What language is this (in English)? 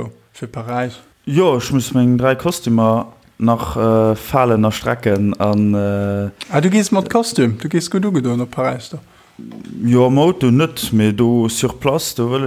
Luxembourgish